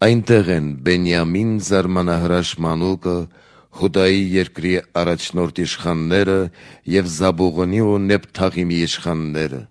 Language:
Armenian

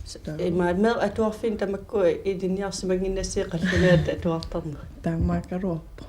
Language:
Kalaallisut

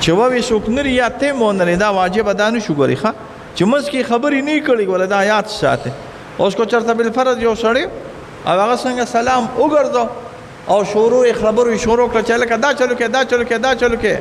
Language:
Pashto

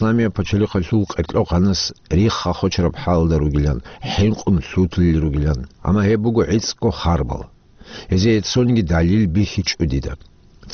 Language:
Avaric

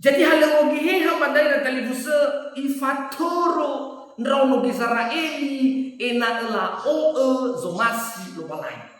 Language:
Nias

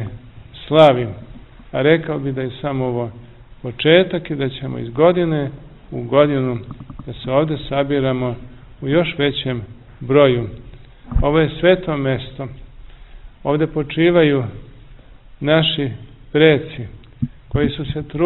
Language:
Serbian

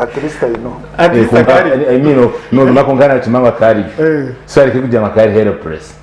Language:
Nyankole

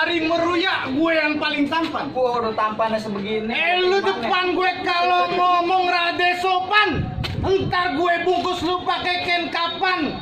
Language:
Betawi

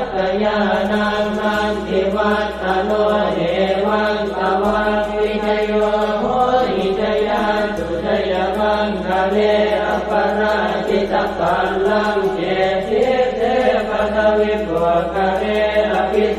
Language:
Pali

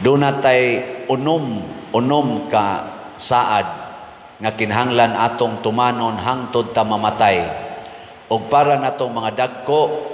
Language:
Cebuano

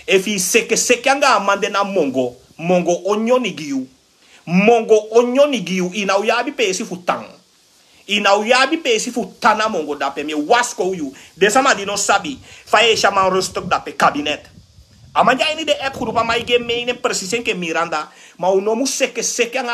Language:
Sranan Tongo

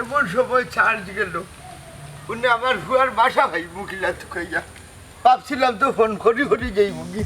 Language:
Sylheti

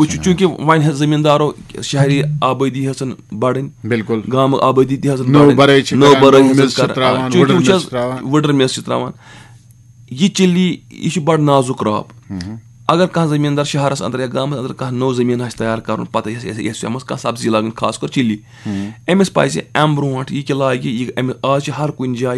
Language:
Kashmiri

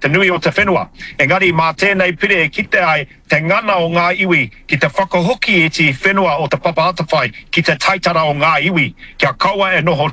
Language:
Māori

